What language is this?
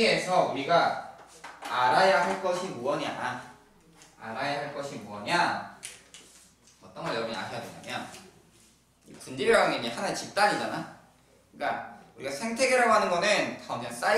Korean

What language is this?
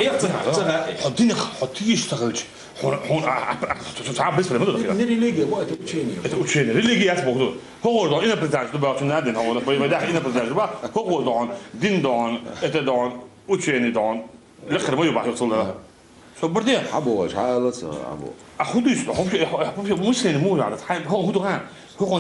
Chechen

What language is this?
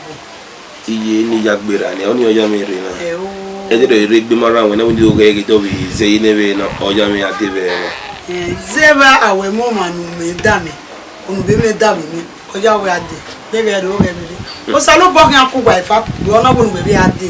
Bini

